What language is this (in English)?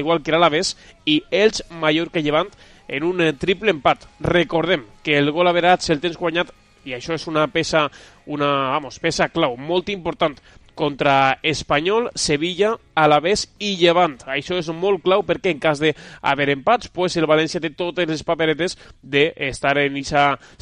Catalan